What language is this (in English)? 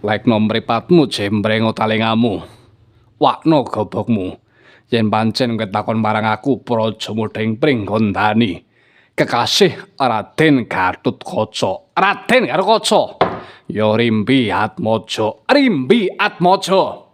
Javanese